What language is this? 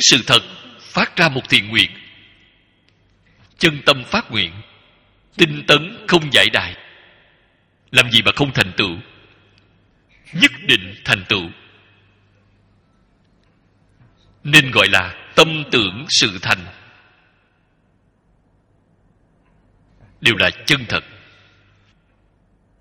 Vietnamese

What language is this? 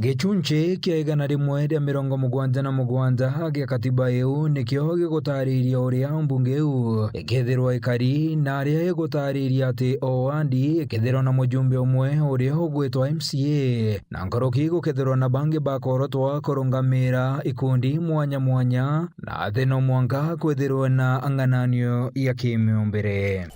Meru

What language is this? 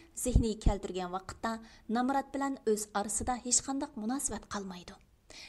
Uyghur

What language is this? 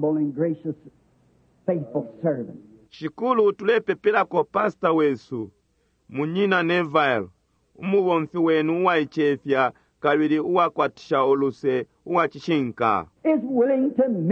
Bemba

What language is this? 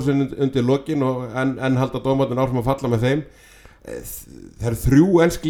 Icelandic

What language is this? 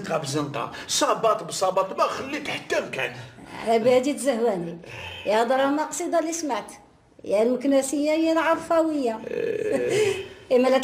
Algerian Arabic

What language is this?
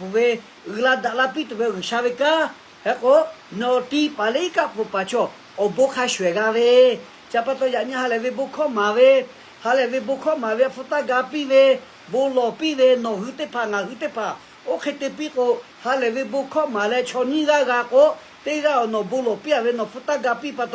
Lahu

